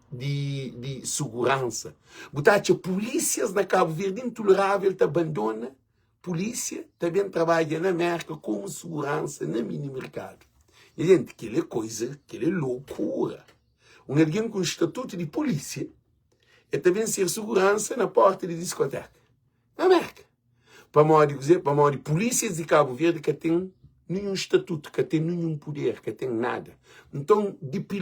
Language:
Kabuverdianu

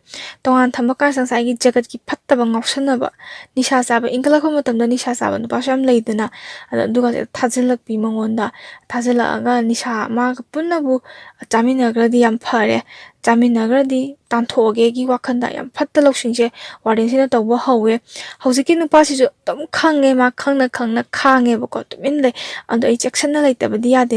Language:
Manipuri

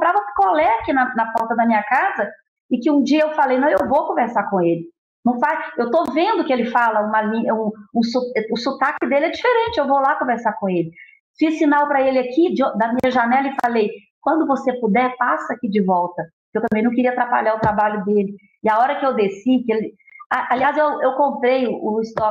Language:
Portuguese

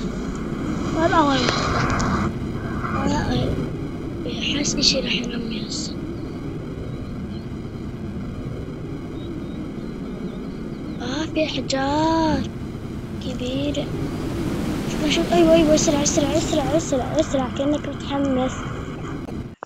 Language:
South Levantine Arabic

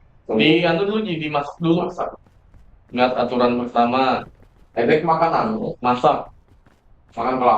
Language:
Banjar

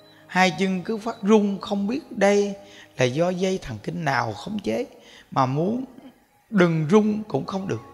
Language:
Vietnamese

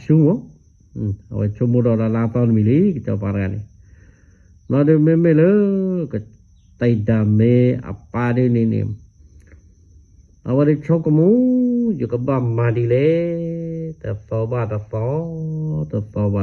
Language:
S'gaw Karen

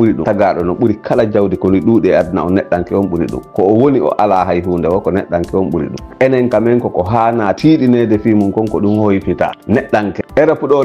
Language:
Fula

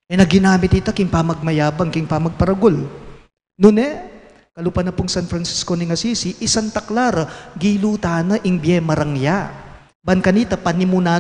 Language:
Pampanga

